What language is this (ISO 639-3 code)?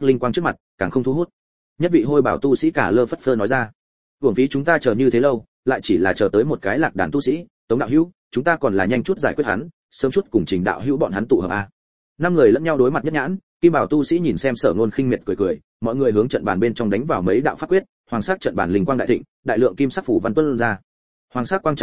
vie